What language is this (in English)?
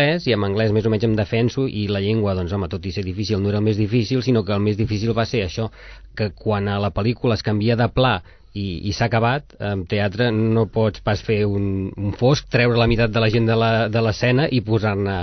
Catalan